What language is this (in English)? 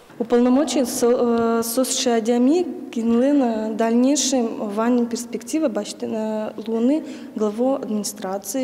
Udmurt